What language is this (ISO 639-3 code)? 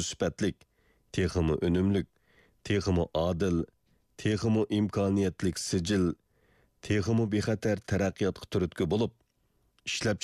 uig